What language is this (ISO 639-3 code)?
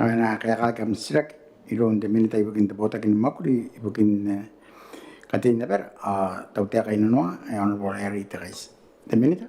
gil